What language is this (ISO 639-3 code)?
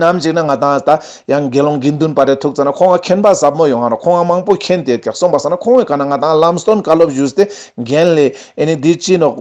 lbj